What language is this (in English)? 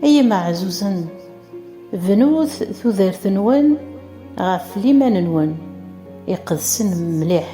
Kabyle